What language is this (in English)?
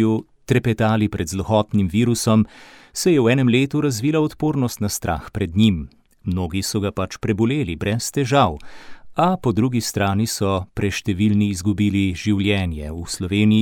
Slovenian